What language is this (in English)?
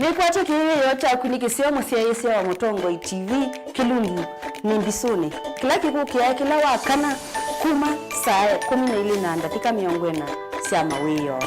Kamba